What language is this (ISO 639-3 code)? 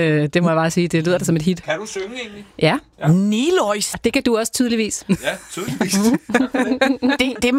dan